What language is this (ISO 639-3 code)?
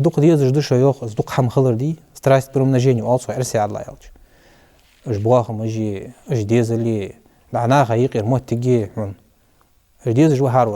inh